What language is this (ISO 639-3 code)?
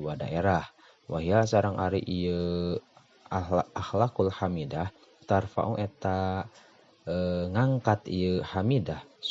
sun